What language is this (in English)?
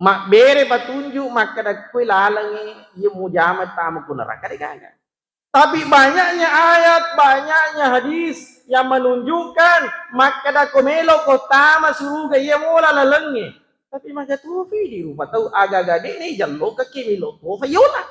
Buginese